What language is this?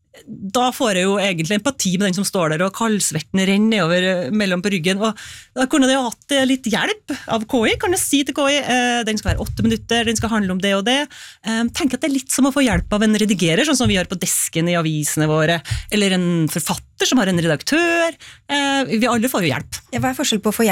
Norwegian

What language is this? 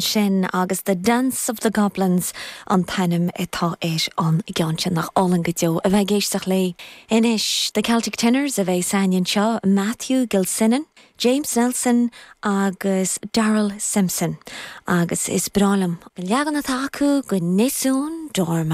Irish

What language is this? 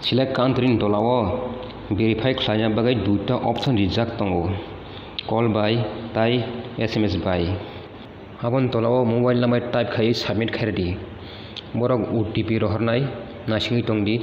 Kok Borok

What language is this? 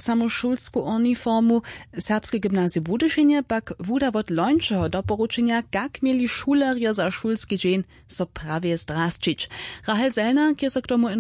Upper Sorbian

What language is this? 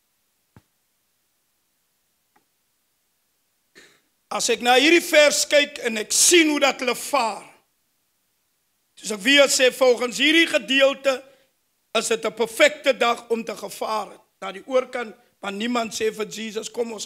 Afrikaans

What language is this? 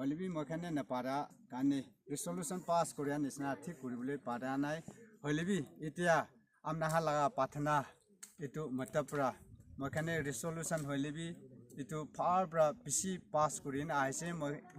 Naga Pidgin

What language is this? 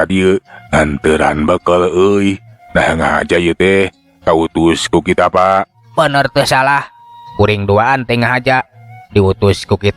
Sundanese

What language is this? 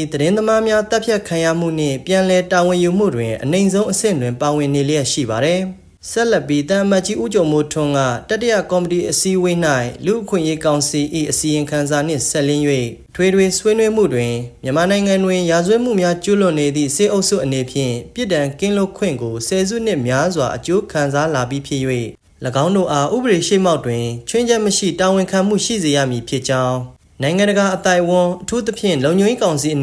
Burmese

